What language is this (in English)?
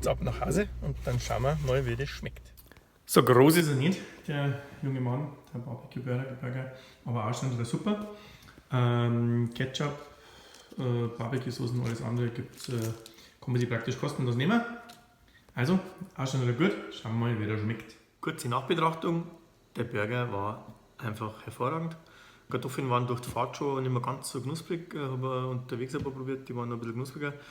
Bavarian